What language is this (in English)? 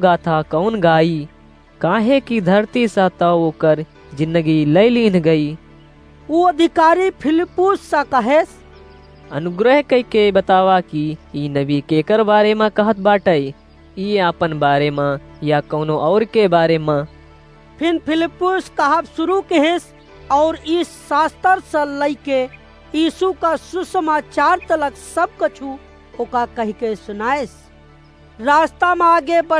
Awadhi